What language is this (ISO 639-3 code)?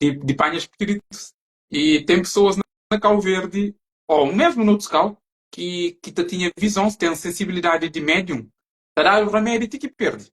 kea